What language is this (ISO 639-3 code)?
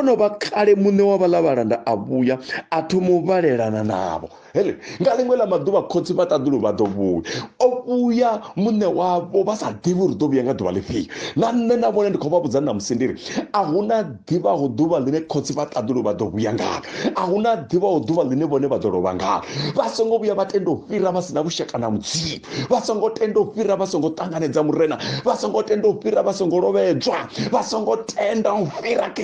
ven